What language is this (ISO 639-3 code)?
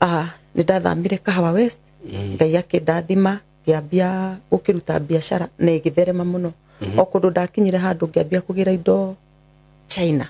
kik